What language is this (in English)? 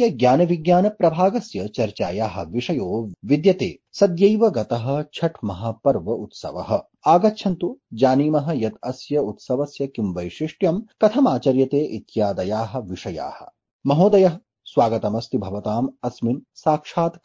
Sanskrit